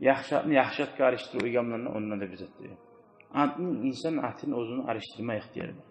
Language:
Kumyk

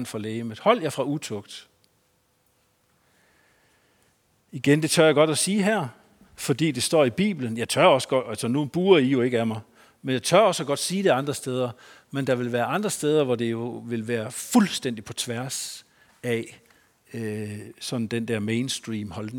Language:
Danish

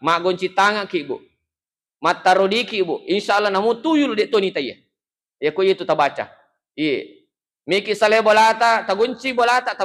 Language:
Buginese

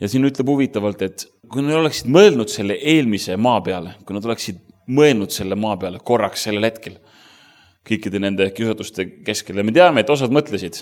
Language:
Estonian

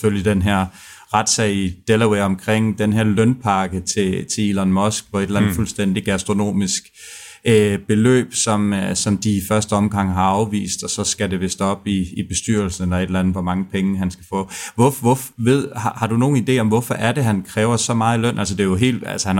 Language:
Danish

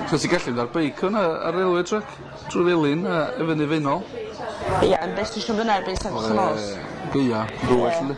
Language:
Welsh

